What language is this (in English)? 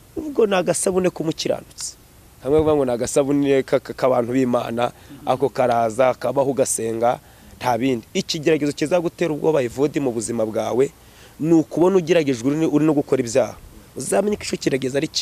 Kinyarwanda